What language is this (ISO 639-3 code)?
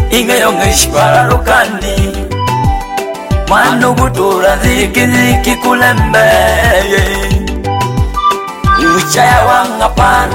swa